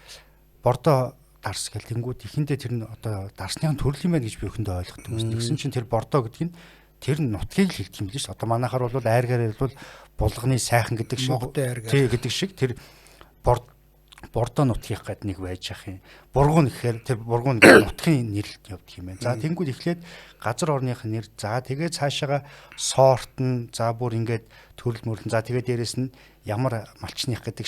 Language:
Mongolian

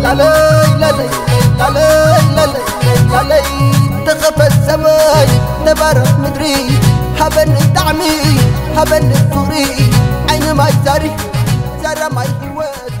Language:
Tigrinya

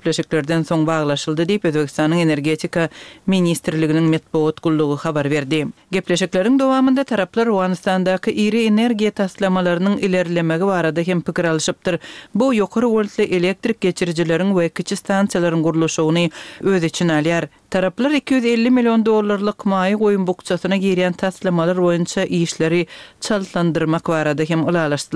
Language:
Kyrgyz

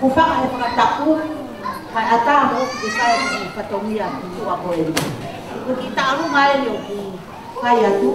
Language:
Tongan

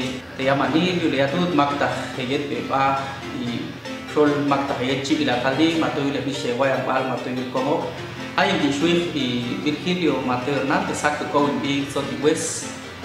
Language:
Popti'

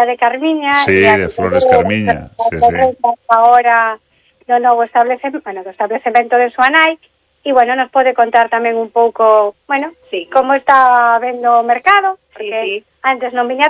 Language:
Galician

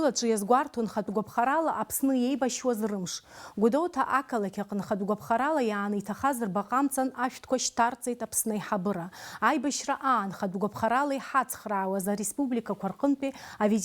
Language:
Abkhazian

